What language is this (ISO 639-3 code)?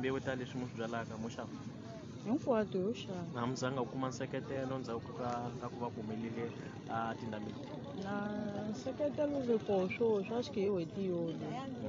tso